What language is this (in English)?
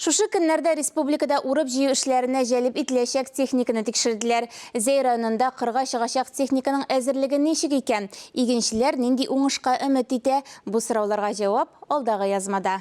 Tatar